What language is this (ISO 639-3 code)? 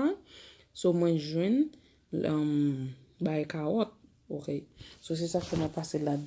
hat